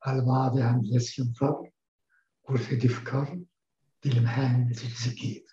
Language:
Kabyle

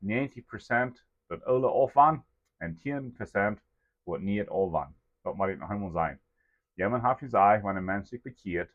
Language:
Plautdietsch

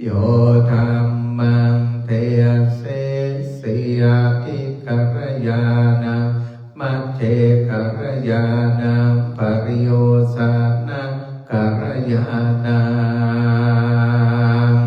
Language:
Pali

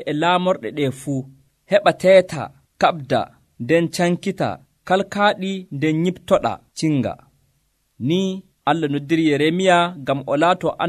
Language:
Nigerian Fulfulde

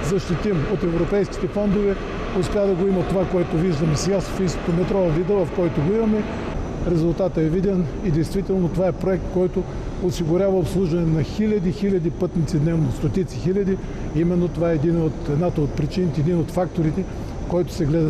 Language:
Bulgarian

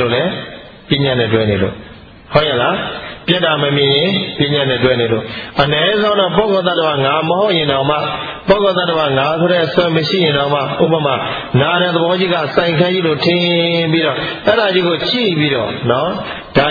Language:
Burmese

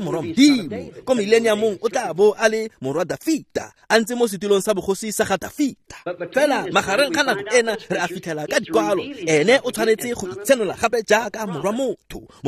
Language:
Tswana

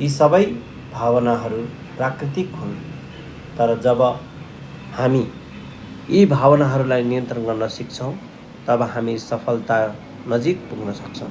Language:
Nepali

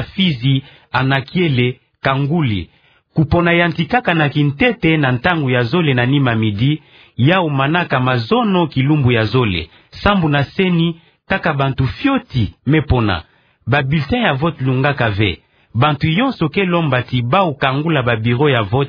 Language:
Kituba (Democratic Republic of Congo)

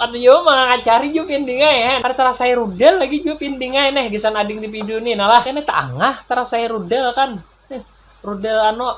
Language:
Banjar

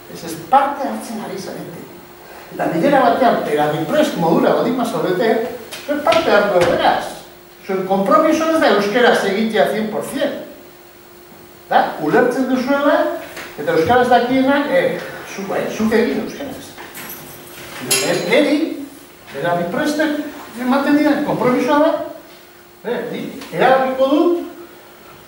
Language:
Basque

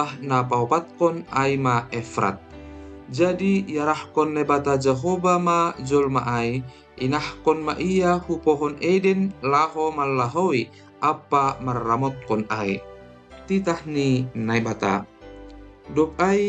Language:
Batak Simalungun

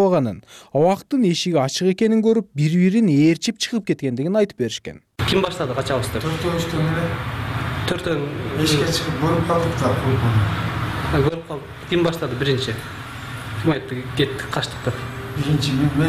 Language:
Kyrgyz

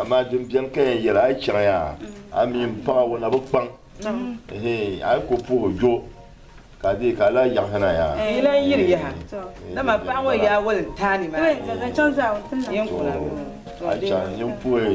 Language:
Dagbani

